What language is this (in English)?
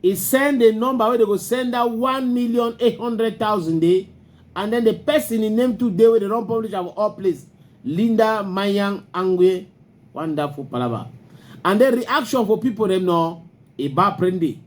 Cameroon Pidgin